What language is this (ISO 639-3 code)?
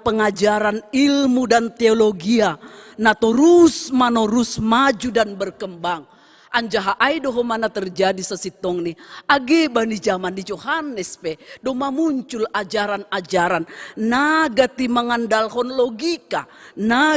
bts